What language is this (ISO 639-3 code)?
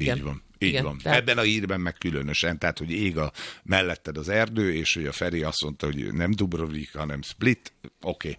hun